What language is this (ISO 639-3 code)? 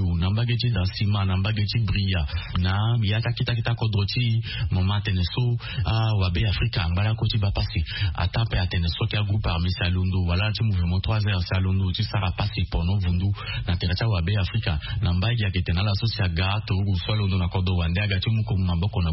sag